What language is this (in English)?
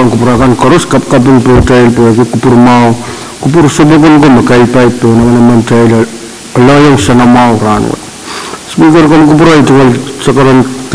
Pohnpeian